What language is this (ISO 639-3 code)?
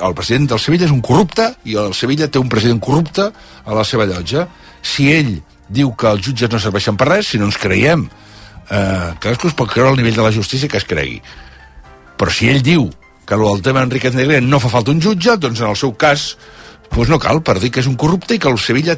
cat